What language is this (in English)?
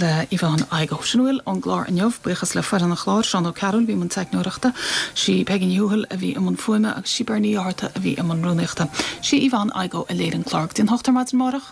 Irish